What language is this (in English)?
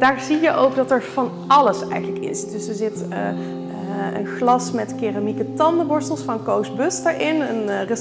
Dutch